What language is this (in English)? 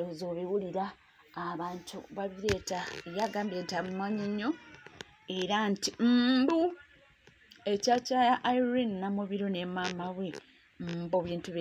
Ganda